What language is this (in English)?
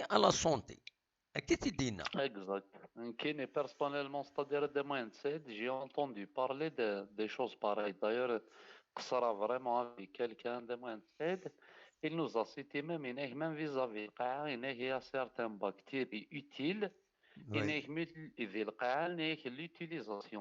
Kabyle